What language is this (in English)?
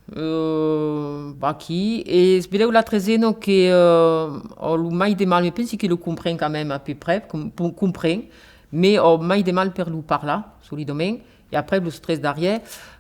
Occitan